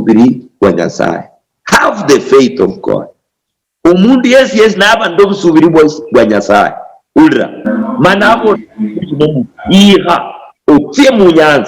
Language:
Luyia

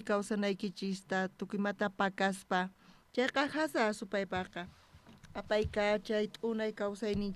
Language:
South Bolivian Quechua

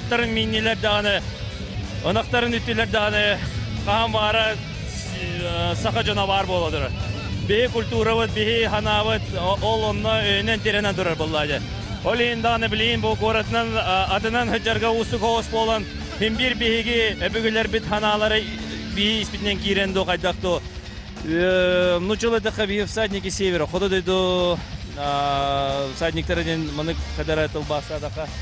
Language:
Yakut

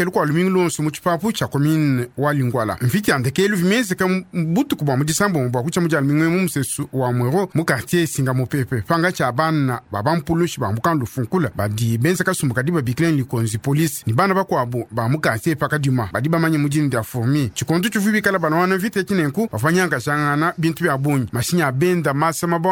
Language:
Luba-Lulua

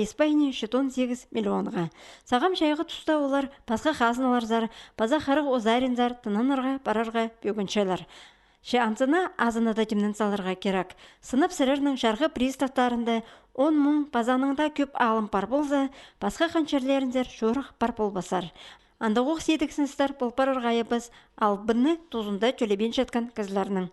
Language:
Khakas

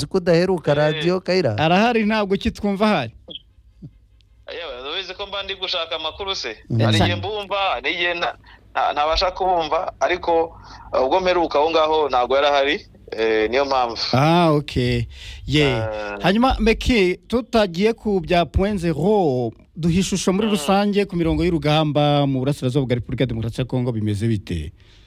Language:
Kinyarwanda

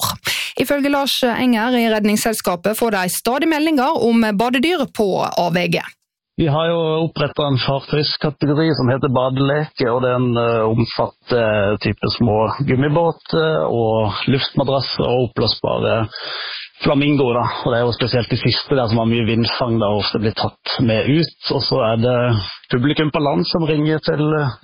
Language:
Norwegian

